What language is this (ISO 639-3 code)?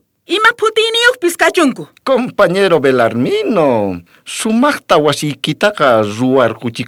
quh